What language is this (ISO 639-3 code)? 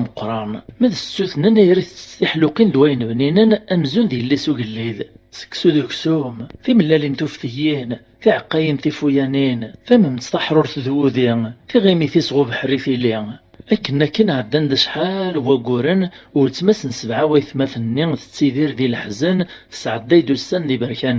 kab